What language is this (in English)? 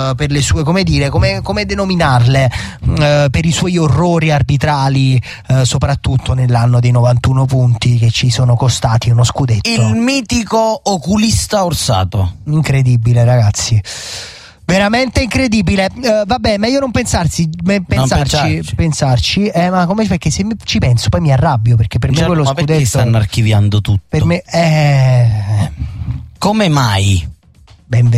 Italian